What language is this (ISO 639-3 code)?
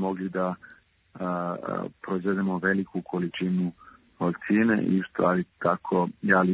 srp